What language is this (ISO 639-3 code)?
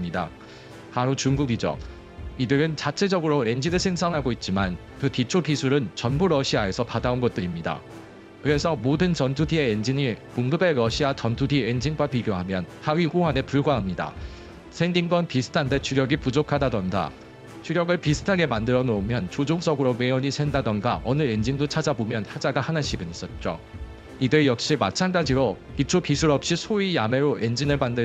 kor